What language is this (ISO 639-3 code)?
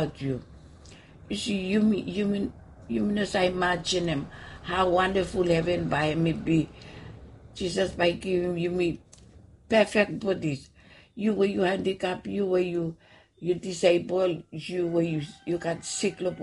bis